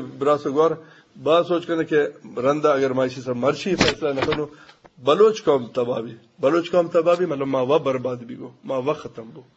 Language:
Eastern Balochi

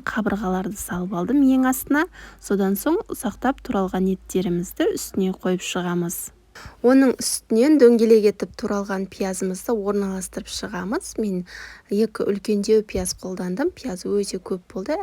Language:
Kazakh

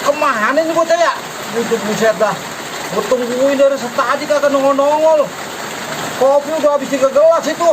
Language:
Betawi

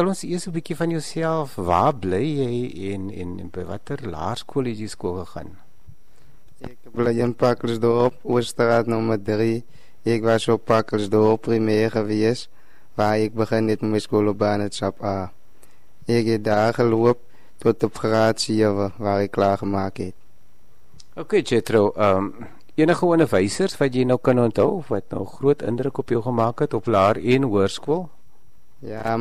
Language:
Afrikaans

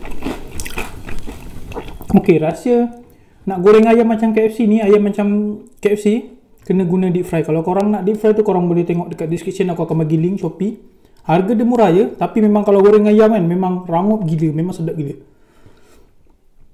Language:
Malay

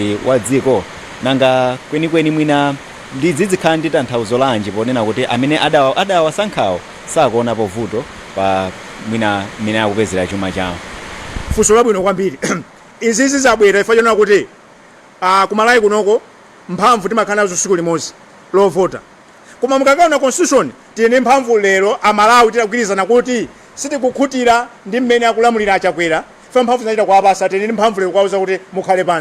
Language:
Nyanja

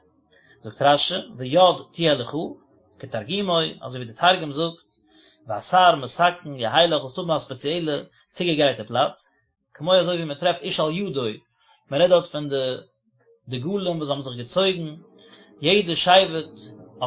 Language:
Yiddish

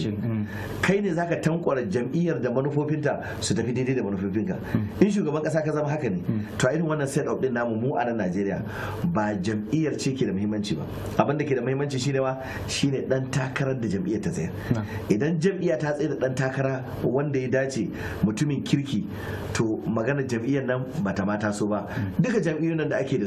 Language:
Hausa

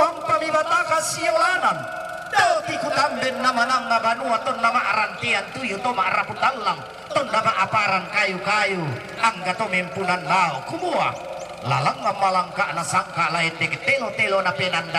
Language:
Toraja-Sa'dan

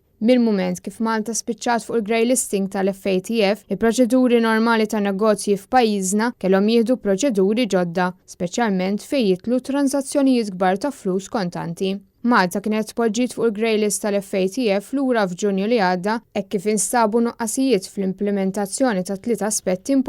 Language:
Maltese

